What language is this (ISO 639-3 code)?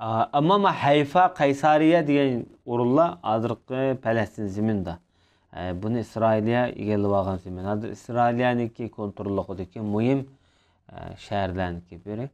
uig